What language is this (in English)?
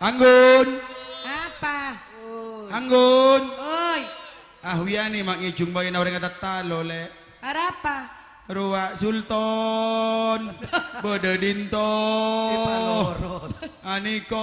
Madurese